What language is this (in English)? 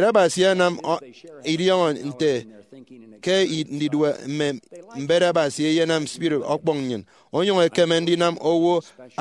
Efik